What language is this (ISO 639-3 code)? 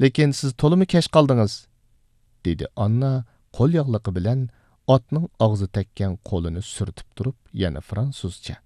uig